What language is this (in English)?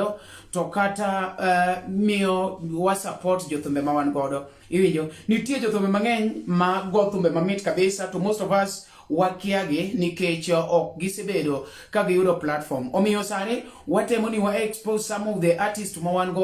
Luo (Kenya and Tanzania)